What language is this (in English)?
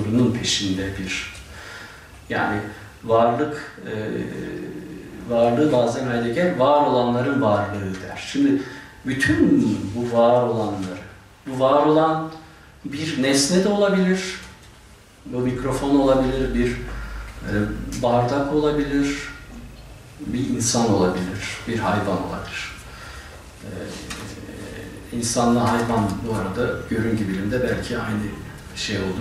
Turkish